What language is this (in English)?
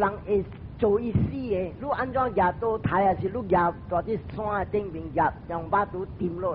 Min Nan Chinese